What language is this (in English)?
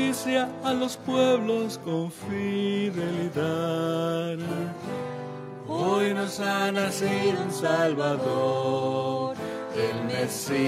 Spanish